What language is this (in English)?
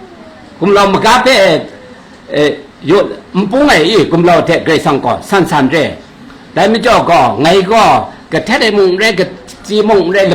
Kachin